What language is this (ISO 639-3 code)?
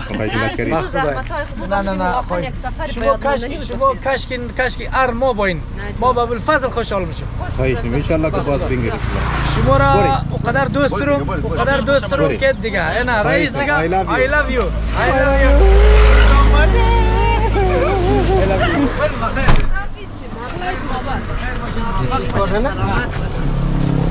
fas